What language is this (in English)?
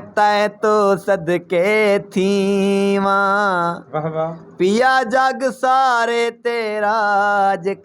Saraiki